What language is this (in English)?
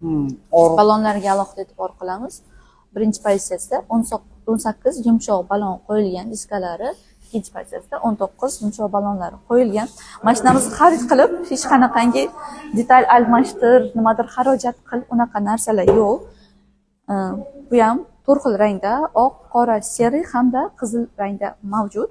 Uzbek